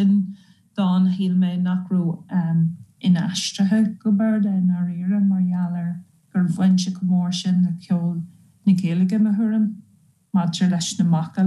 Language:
Irish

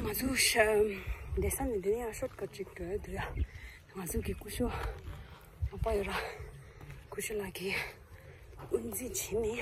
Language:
Tibetan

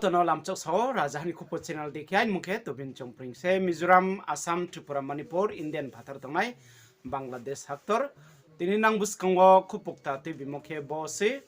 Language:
Riang (India)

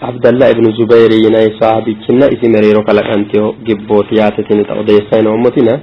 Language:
Sidamo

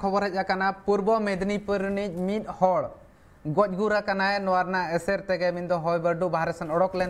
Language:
Santali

